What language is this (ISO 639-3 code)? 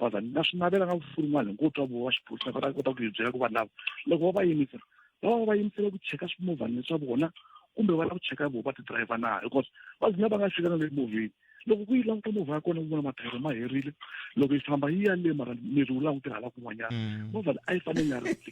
tso